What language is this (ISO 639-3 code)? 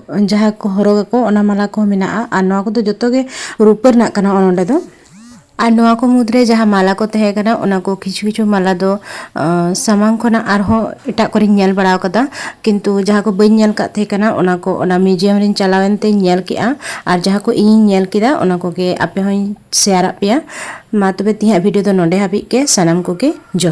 sat